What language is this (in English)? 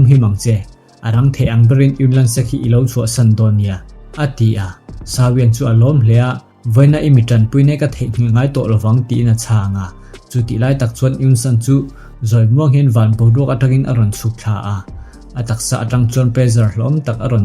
Mizo